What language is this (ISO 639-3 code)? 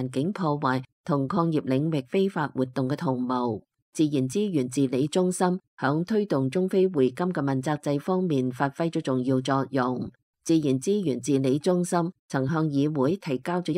yue